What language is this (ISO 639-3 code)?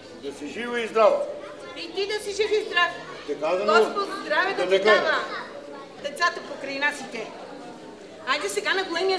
bul